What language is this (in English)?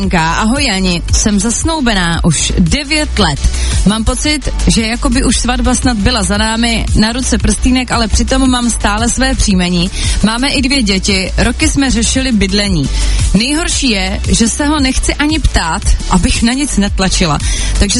Czech